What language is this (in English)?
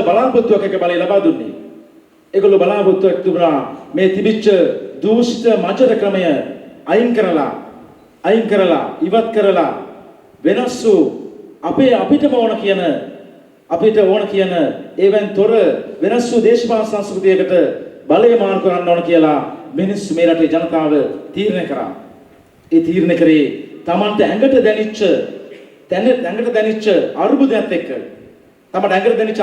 Sinhala